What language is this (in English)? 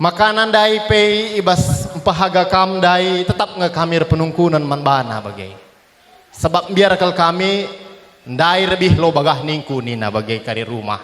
Batak Karo